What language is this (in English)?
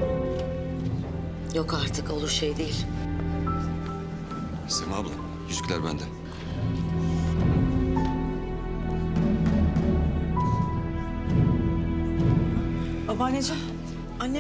Turkish